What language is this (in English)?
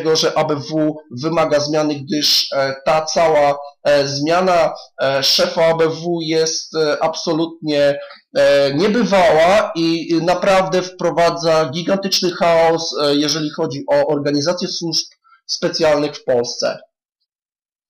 Polish